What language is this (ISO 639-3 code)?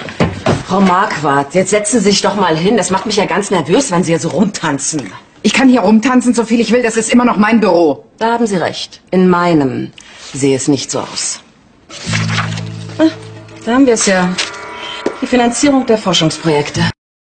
deu